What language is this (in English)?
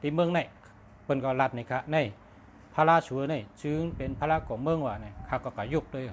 Shan